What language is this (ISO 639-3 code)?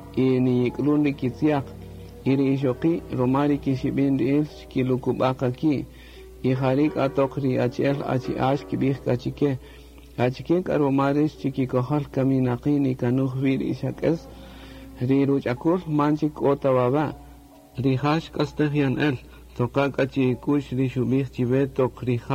cak